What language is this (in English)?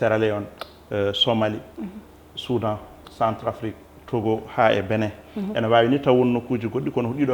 Fula